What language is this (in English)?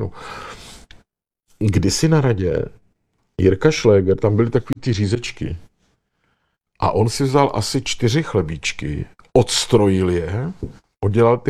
Czech